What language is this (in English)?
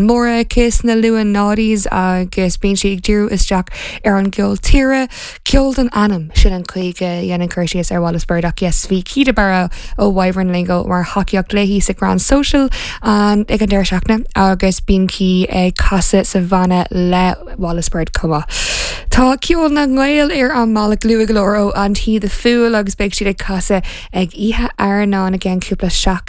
Irish